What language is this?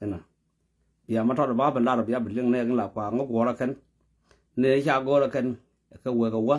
Nuer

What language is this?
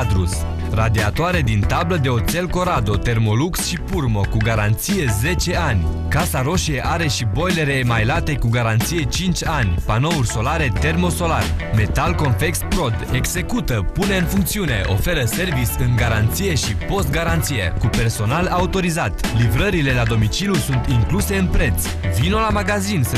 Romanian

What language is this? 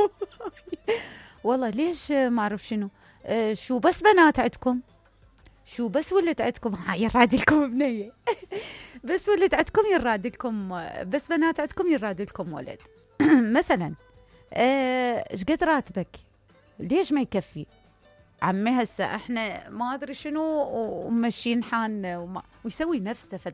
Mesopotamian Arabic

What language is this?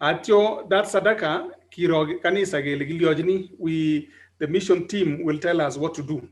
Kalenjin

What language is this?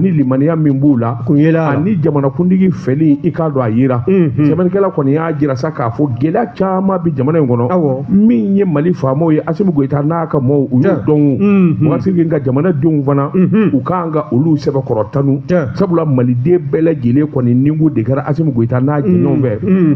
Bambara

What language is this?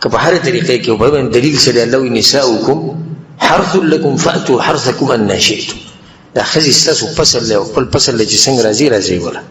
Pashto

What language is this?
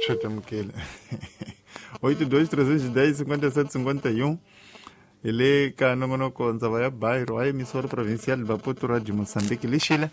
Tsonga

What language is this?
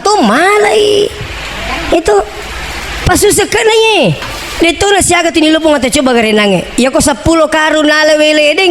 Buginese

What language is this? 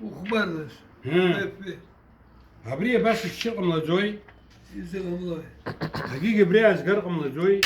Abkhazian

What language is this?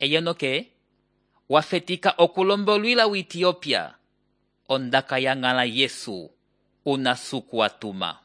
Umbundu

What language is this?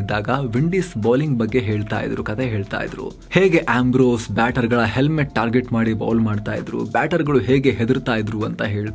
Kannada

